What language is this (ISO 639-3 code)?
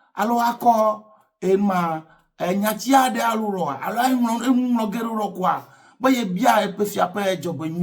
ewe